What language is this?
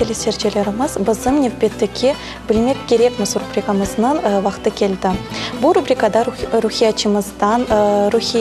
Crimean Tatar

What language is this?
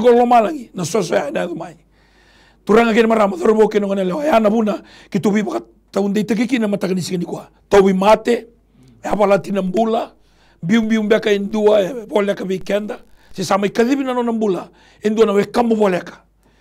Fijian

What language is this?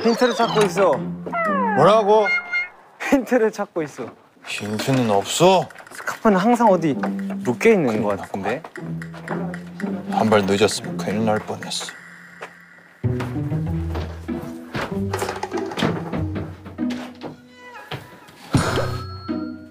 Korean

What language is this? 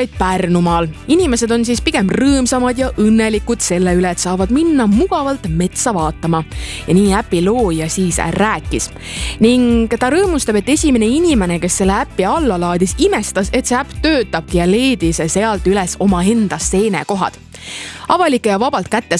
Estonian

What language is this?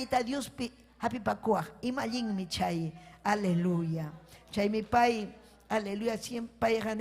Ayacucho Quechua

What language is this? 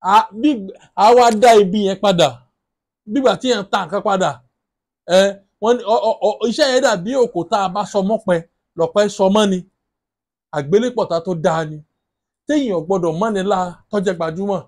Yoruba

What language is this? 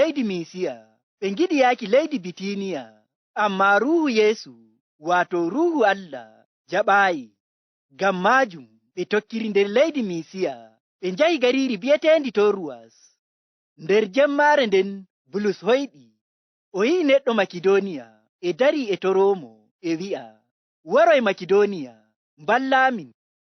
Nigerian Fulfulde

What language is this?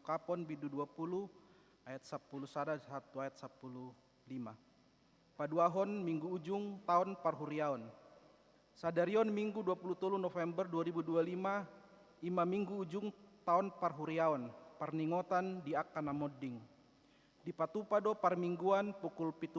Batak Toba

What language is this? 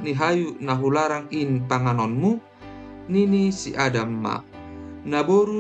Batak Simalungun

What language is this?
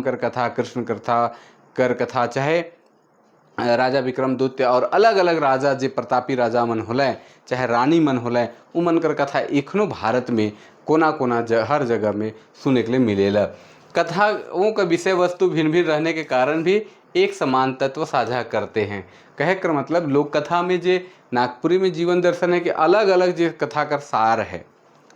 Sadri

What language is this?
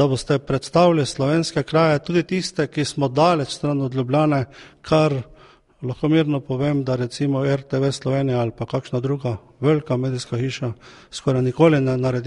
Slovenian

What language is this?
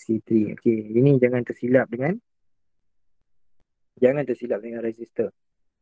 Malay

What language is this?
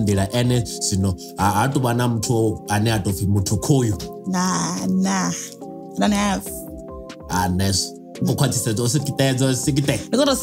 Venda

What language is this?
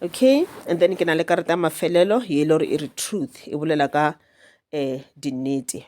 Northern Sotho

